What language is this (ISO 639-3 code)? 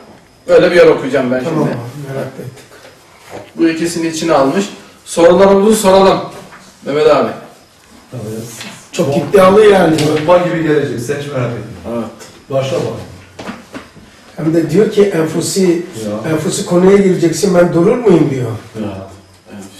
tur